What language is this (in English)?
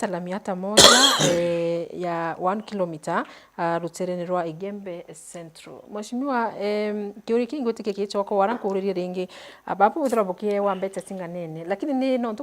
Meru